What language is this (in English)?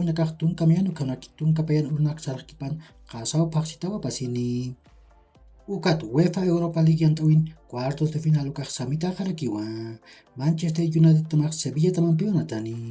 Aymara